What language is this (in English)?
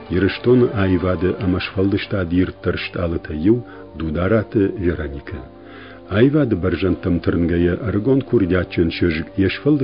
Ossetic